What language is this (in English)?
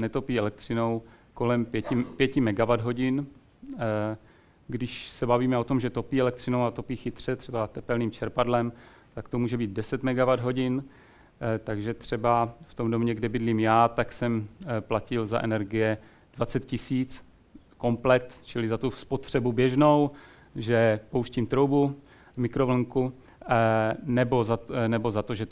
Czech